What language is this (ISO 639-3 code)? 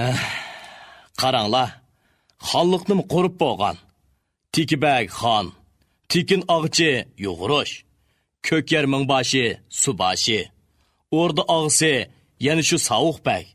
uig